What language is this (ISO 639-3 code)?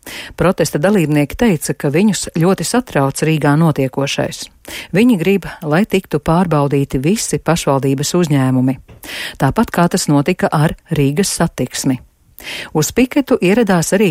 lav